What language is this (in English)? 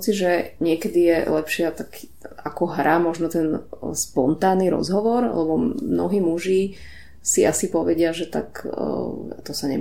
Slovak